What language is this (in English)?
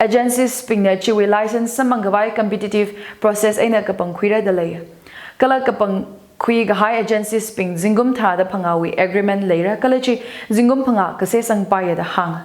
Tangkhul Naga (India)